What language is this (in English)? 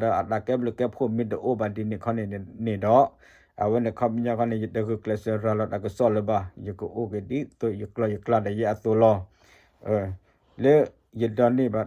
S'gaw Karen